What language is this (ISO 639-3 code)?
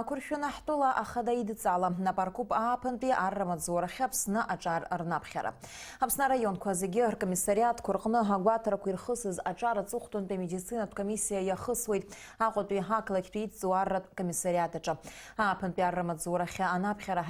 abk